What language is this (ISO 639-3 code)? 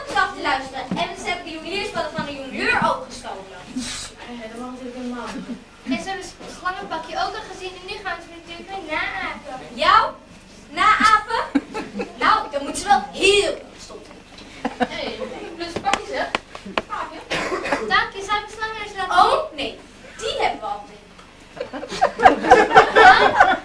nld